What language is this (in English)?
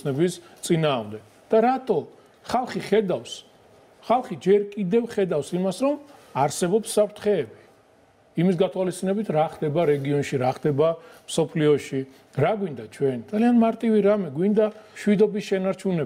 Georgian